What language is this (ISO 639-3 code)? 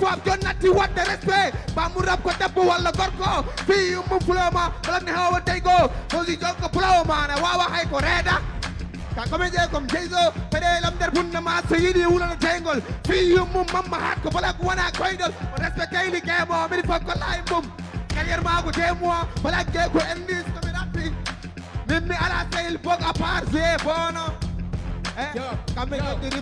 ful